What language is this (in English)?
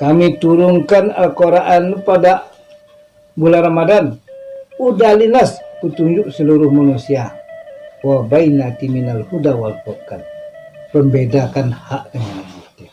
Minangkabau